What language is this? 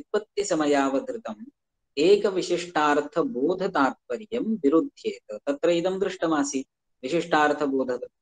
Sanskrit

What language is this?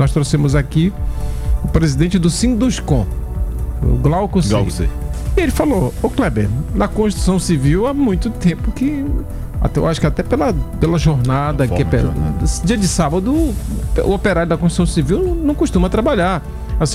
Portuguese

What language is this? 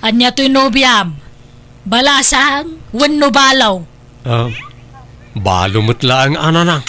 Iloko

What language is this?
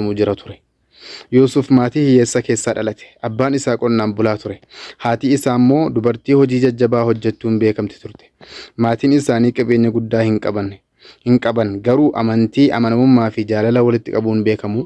Oromo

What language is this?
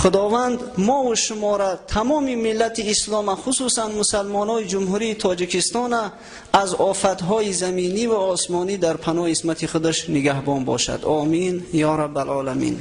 Tajik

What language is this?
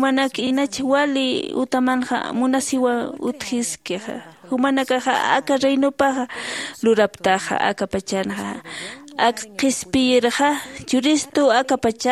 Aymara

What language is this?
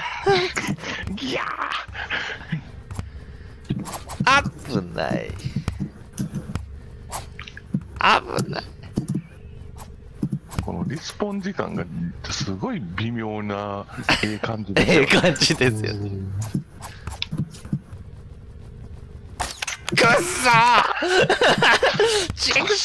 Japanese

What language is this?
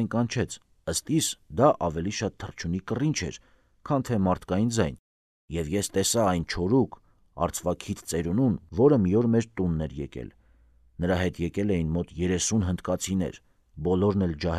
Armenian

